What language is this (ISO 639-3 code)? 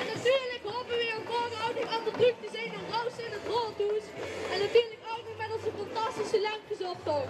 lim